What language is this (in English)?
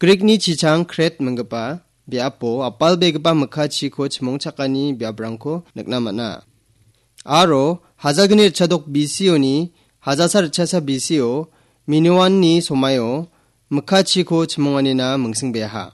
Garo